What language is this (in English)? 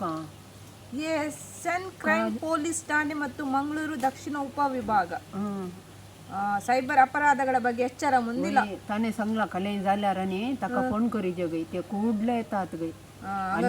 Konkani